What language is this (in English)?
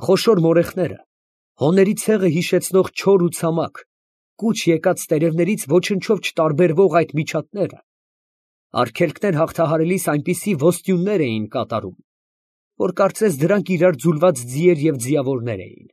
Armenian